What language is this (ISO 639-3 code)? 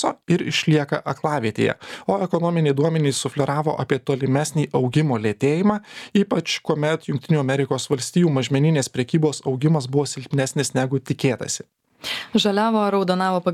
lit